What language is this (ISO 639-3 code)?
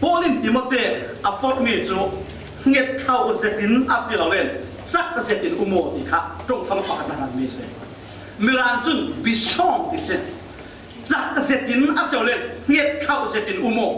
cfm